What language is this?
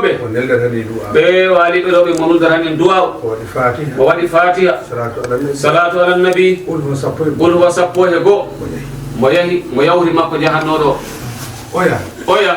Fula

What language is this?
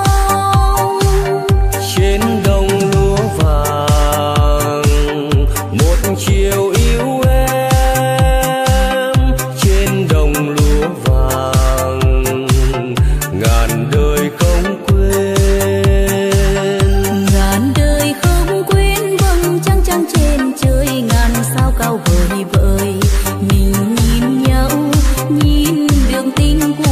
Vietnamese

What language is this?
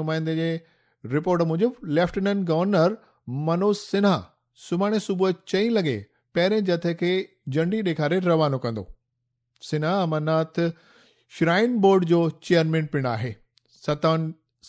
Sindhi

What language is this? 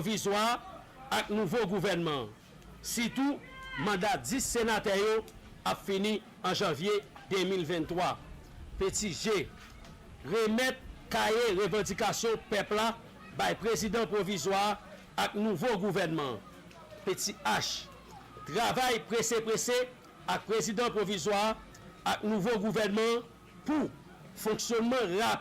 Haitian Creole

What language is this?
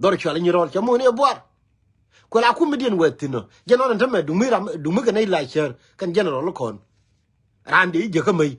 Nuer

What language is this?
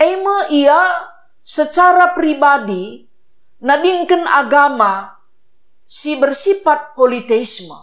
Batak Karo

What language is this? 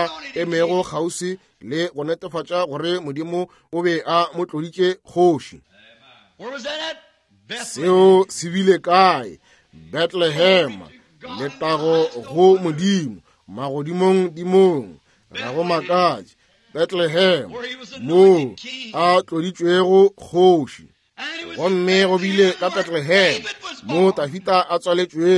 Northern Sotho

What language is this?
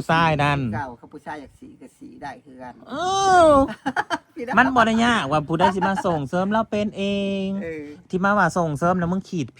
Northeastern Thai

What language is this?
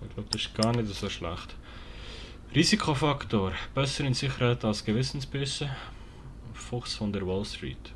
Swiss German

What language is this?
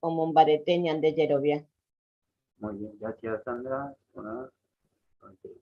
Guarani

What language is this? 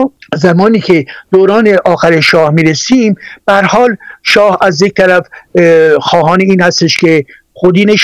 Persian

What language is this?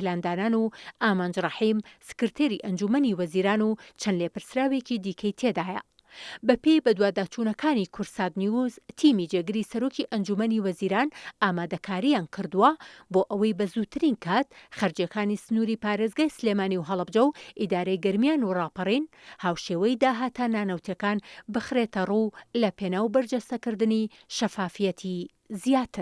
Central Kurdish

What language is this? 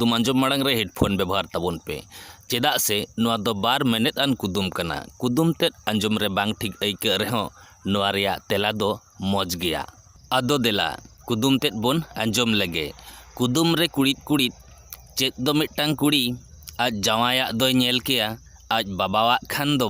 Santali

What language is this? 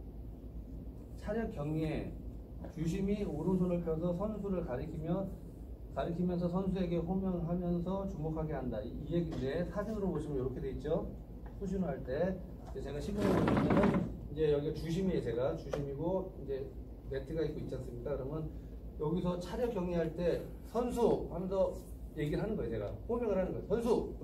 Korean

